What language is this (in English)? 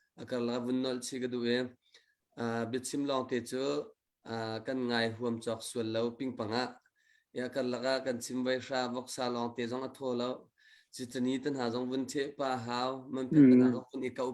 Hakha Chin